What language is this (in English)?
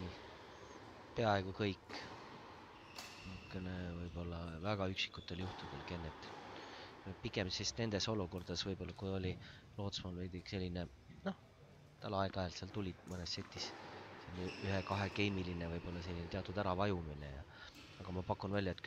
Estonian